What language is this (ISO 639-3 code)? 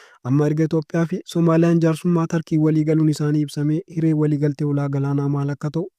orm